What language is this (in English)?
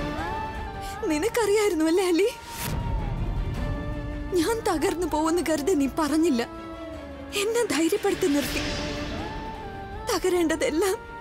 Malayalam